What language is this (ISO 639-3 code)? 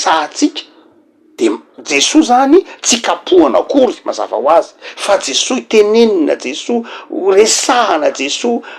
mlg